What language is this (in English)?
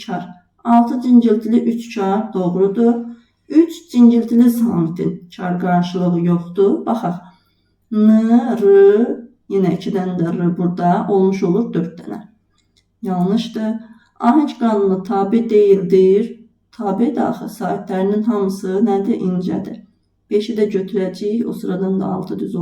Azerbaijani